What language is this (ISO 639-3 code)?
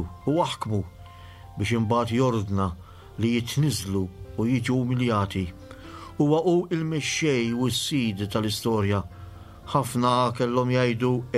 mlt